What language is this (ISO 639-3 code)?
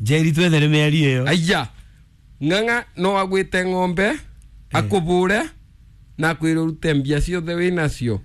kik